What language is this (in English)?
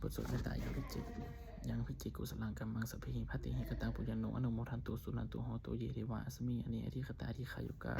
Pali